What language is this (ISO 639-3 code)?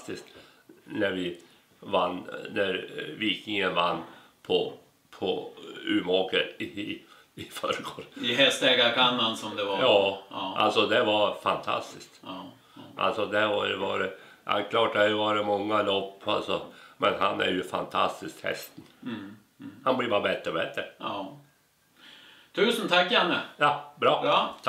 swe